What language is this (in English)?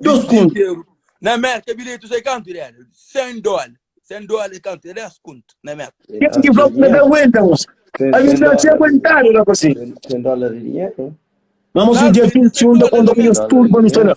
Kabuverdianu